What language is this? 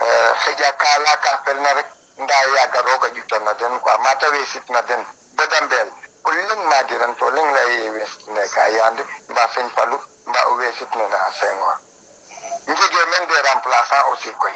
Serer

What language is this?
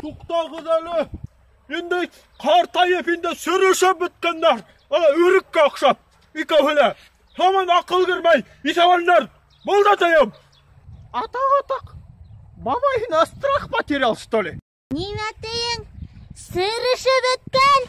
Bashkir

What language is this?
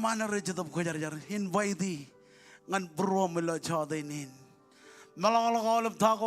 Marshallese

